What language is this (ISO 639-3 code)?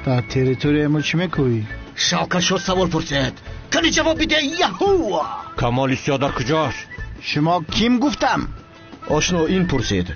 tgk